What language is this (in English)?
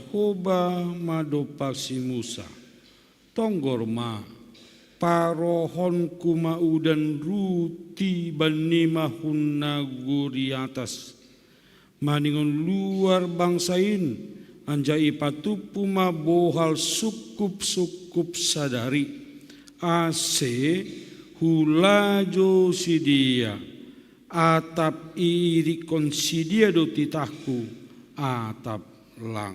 Batak Simalungun